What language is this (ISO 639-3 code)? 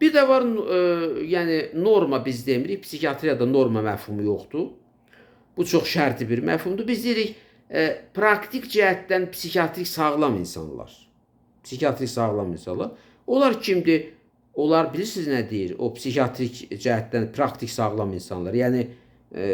aze